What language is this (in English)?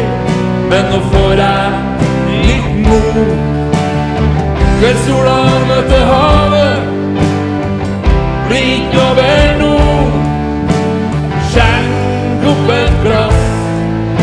Norwegian